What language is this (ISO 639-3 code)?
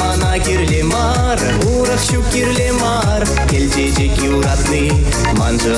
chv